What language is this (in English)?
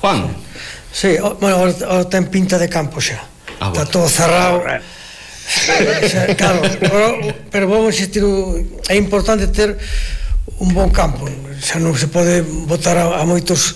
Galician